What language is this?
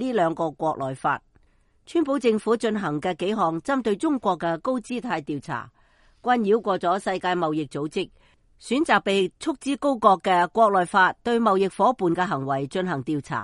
Cantonese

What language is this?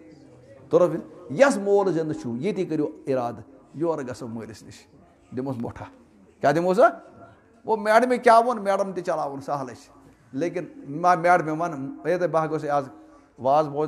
Kashmiri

